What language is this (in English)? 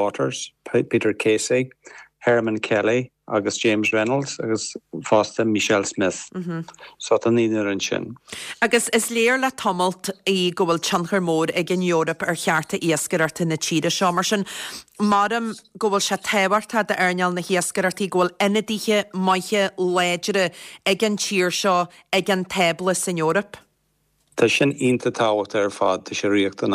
Irish